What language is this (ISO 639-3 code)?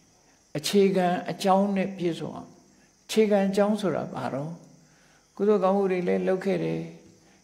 mya